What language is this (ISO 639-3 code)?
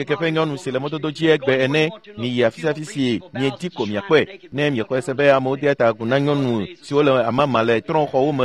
ewe